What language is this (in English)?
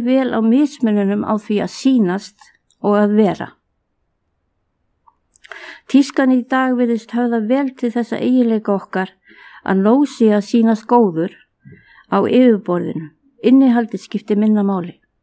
Icelandic